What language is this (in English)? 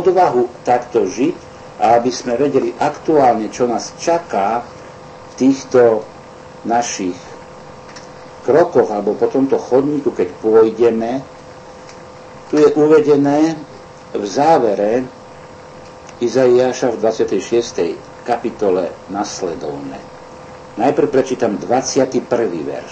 Slovak